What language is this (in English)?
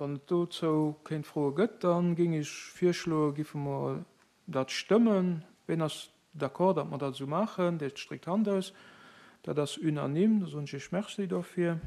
Luxembourgish